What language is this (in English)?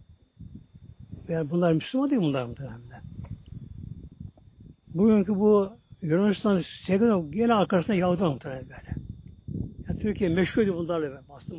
Turkish